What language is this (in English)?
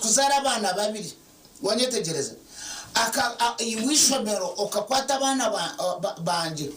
Nyankole